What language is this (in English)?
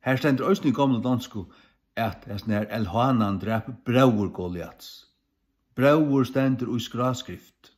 Faroese